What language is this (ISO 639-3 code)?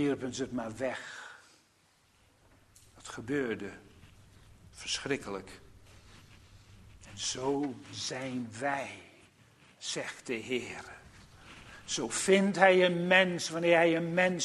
nld